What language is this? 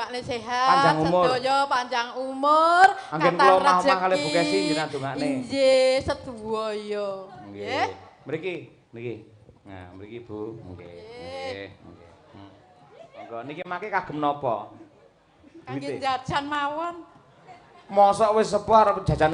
Javanese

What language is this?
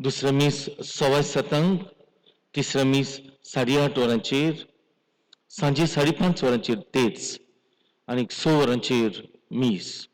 Konkani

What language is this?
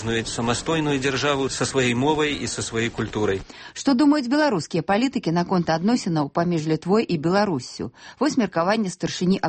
Belarusian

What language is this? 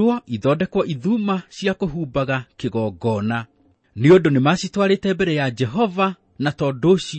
Kikuyu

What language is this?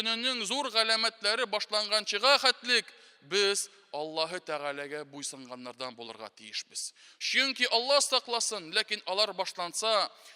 Tatar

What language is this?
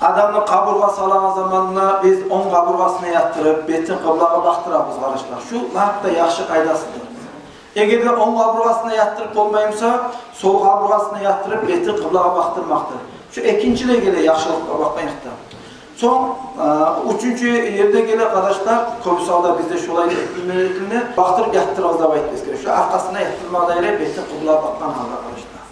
Kumyk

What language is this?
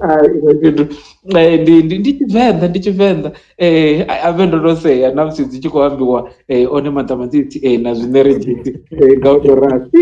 Venda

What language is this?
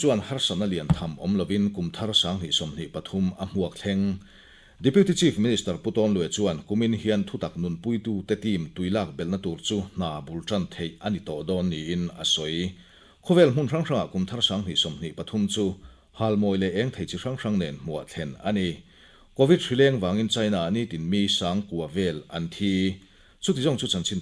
Mizo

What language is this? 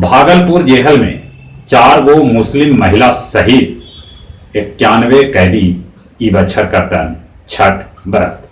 Magahi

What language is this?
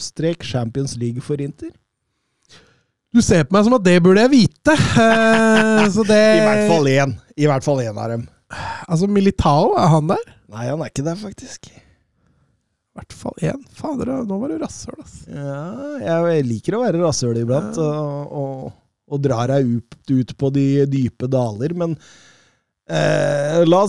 Norwegian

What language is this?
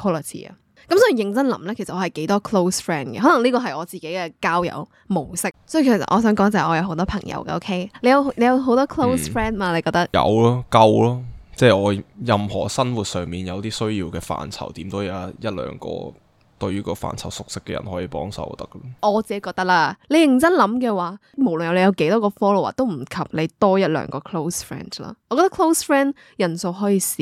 Cantonese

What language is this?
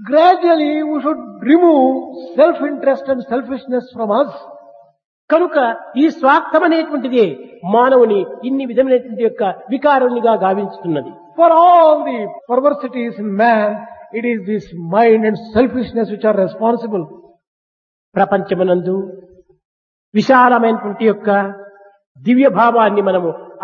Telugu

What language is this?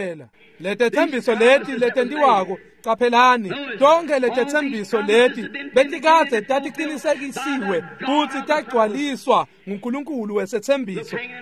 Swati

